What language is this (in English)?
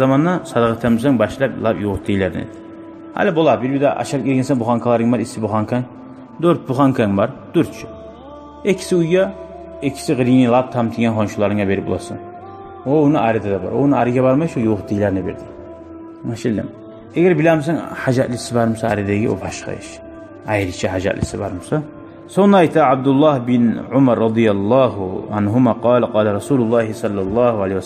Kumyk